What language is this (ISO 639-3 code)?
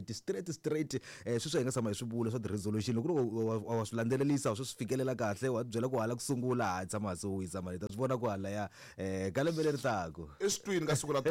tso